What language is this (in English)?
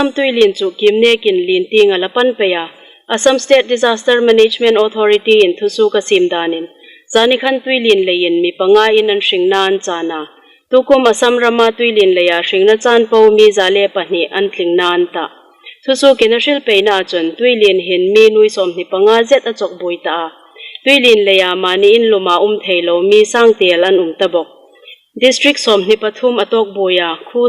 Hmar